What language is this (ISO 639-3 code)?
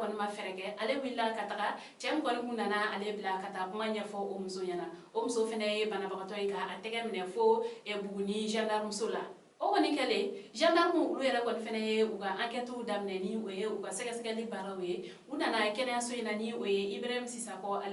bam